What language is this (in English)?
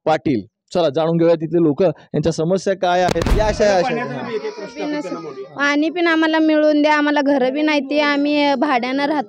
Marathi